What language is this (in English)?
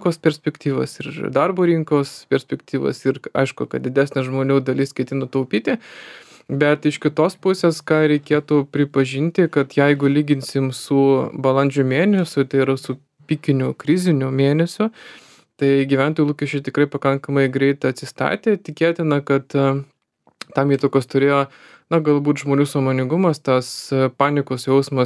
Lithuanian